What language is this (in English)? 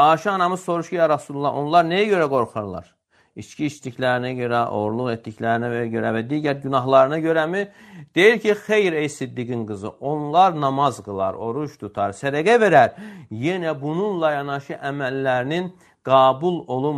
Azerbaijani